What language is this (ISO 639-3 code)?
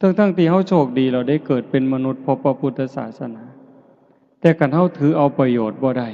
tts